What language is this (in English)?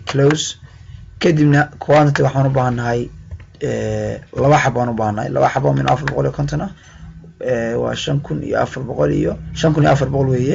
Somali